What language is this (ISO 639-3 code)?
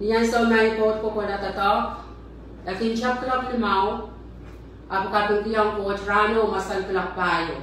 pon